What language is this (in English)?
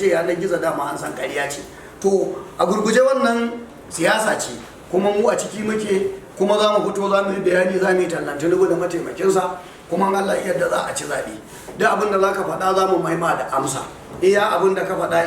Hausa